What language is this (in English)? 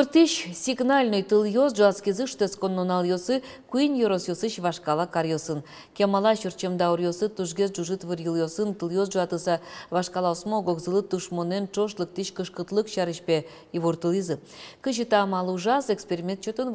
Udmurt